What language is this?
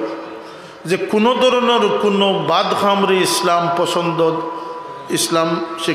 Sylheti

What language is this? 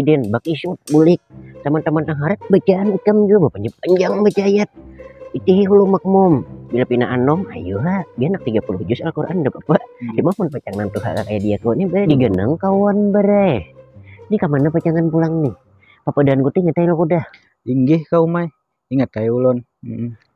Banjar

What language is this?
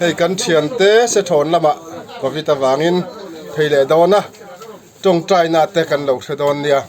Mizo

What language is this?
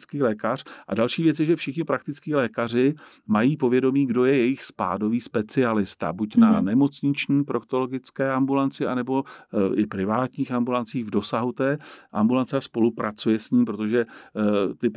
Czech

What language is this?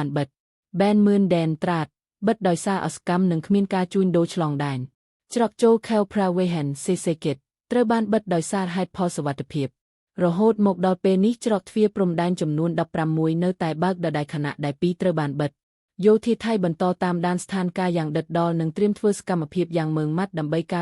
Khmer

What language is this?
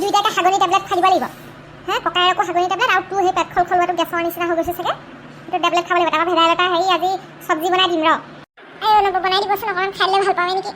Assamese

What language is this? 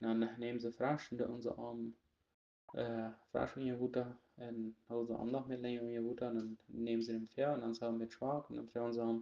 Plautdietsch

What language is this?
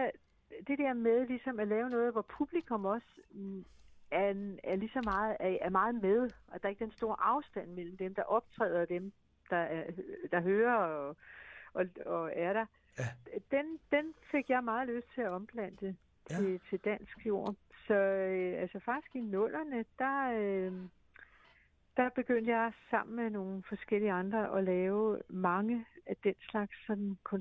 Danish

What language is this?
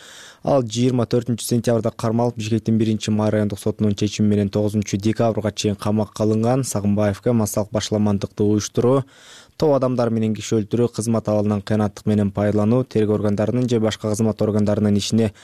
Kyrgyz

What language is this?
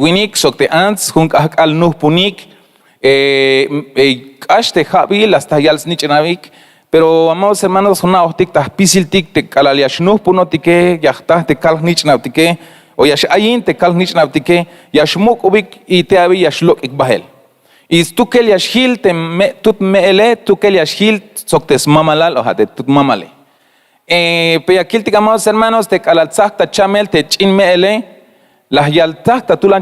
Tzeltal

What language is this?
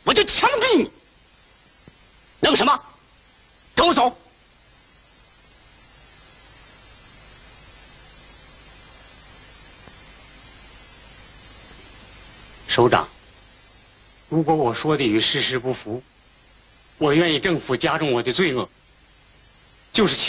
Chinese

